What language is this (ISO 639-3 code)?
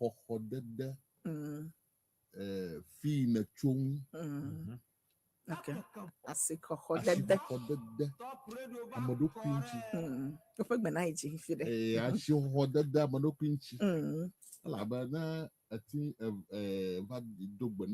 ewe